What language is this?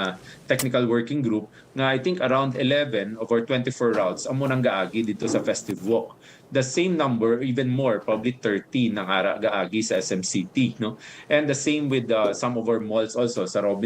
Hiligaynon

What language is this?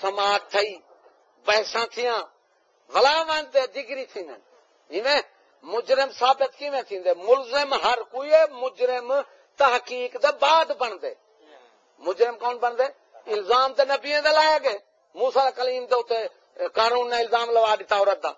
Saraiki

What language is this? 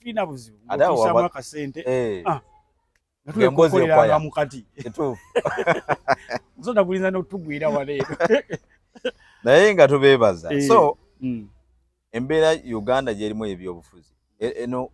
Ganda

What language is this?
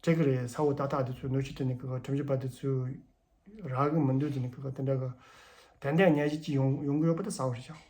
Tibetan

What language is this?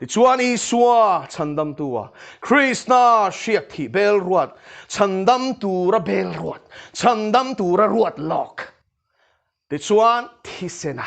Mizo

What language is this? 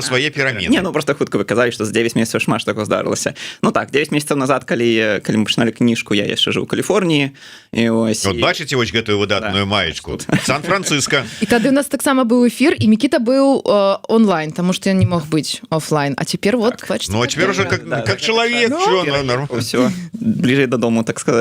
Belarusian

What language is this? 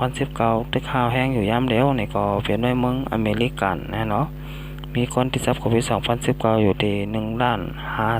Shan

